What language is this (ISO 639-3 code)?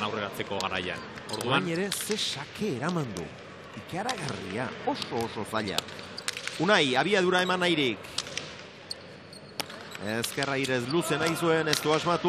eus